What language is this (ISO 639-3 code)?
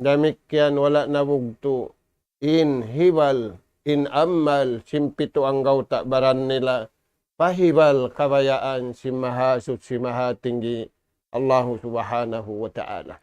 tsg